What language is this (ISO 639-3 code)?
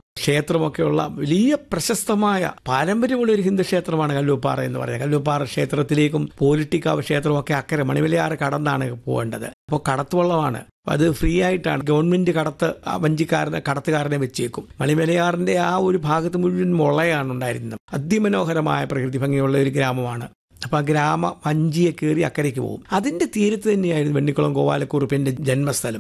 mal